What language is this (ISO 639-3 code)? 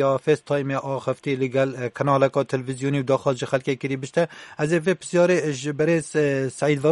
kur